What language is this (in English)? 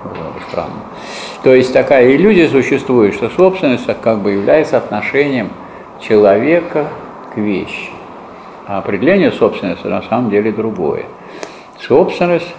Russian